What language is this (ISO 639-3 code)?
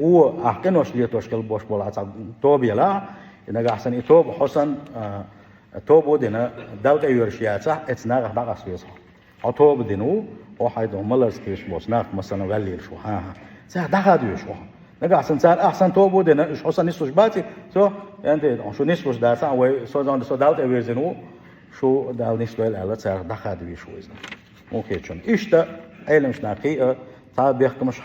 che